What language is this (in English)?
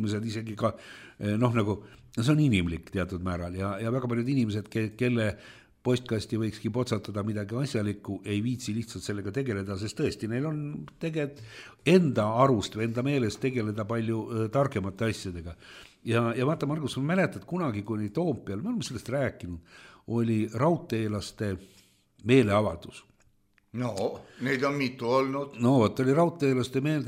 Estonian